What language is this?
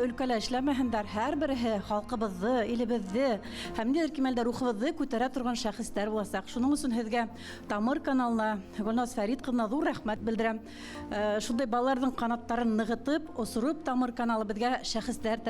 Bashkir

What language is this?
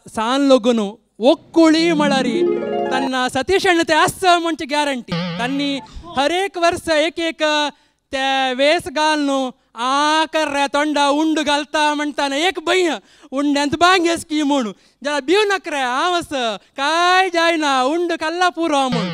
Konkani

